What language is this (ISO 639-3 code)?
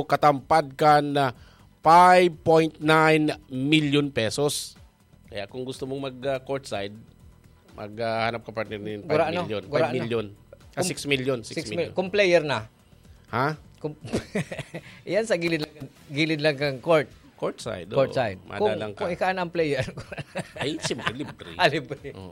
bik